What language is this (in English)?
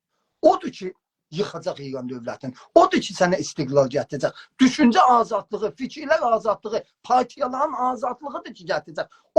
South Azerbaijani